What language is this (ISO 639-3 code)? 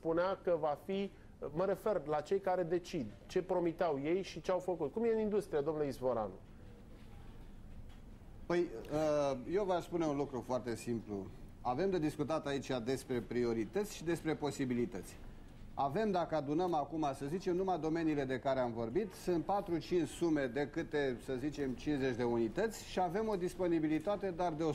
ron